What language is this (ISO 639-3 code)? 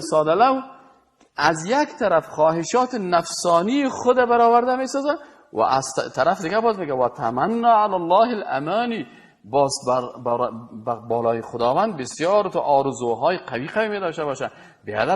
fas